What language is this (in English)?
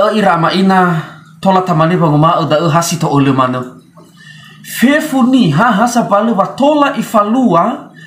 Nias